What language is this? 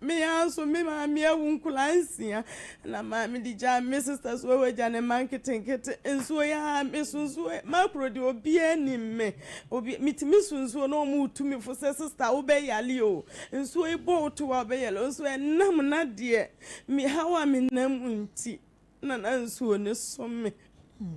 Akan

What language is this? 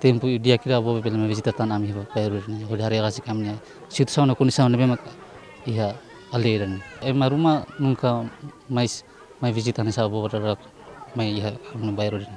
Tetum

